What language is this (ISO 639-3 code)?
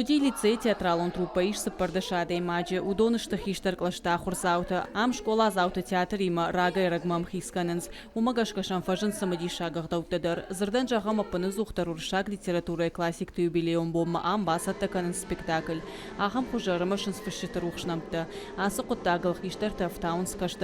oss